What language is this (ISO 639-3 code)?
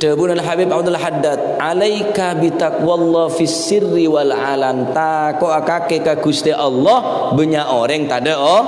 mad